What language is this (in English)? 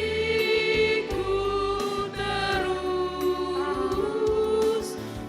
Batak Karo